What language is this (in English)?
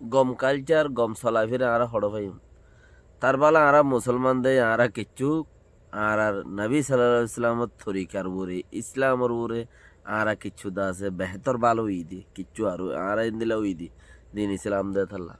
Rohingya